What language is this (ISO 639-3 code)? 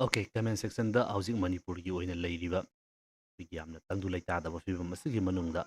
mni